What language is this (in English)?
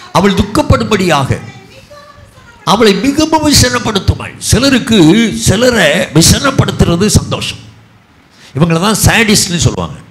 Tamil